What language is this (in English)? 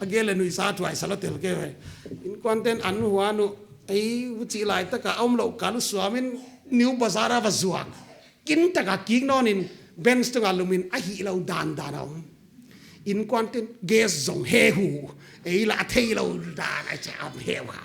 Paite Chin